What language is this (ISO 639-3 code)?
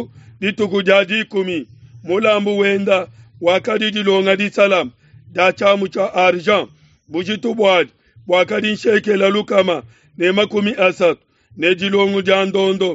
lua